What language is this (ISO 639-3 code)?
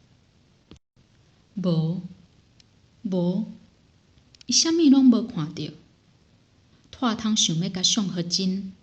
nan